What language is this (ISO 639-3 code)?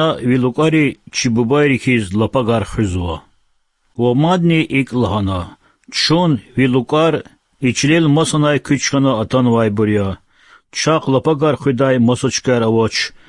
lez